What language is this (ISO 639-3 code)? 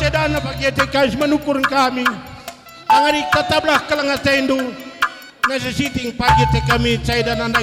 btx